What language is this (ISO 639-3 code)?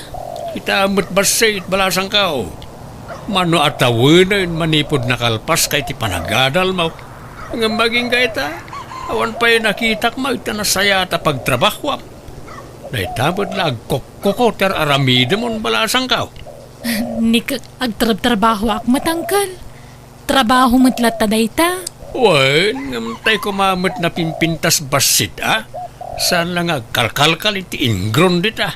ilo